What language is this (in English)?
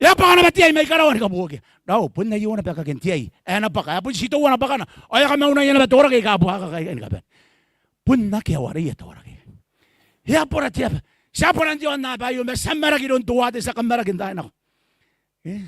Gilbertese